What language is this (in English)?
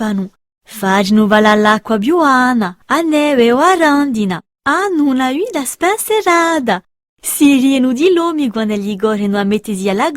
Corsican